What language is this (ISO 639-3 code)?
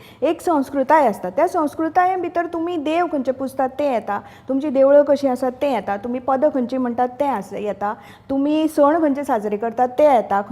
kok